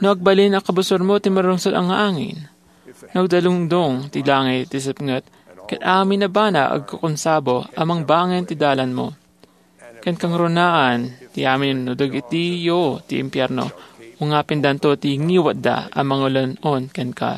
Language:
Iloko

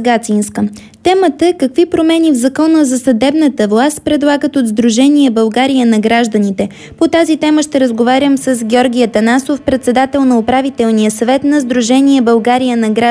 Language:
Bulgarian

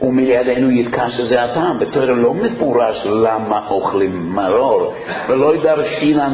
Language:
Hebrew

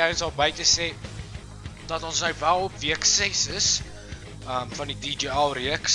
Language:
Afrikaans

